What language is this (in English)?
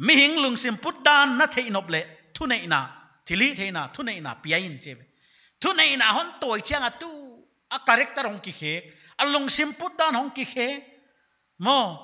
Paite Chin